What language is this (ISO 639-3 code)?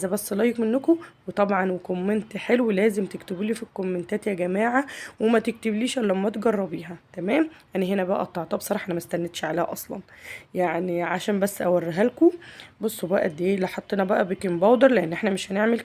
arz